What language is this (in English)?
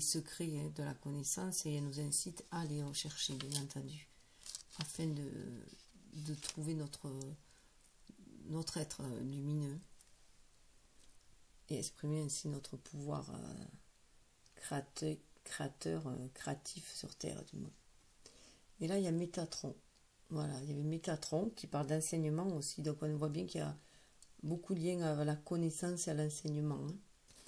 French